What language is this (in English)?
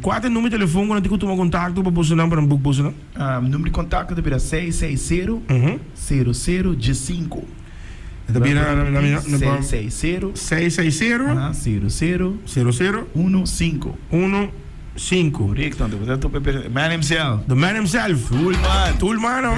Papiamento